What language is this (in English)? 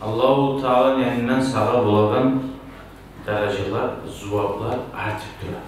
Kumyk